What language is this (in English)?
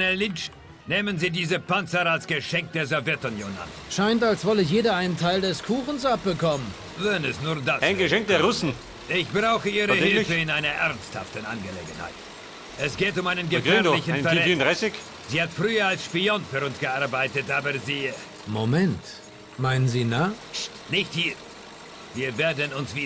Bavarian